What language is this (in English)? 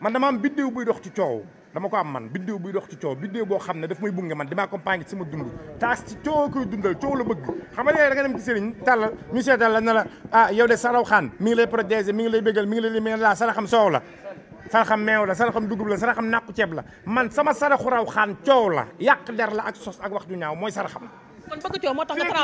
Wolof